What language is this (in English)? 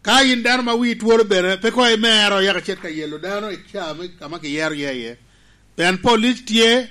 Lango (Uganda)